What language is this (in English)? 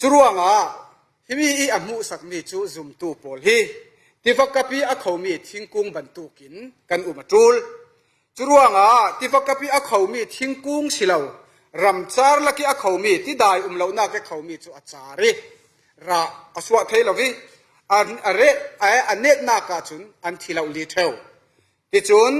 Falam Chin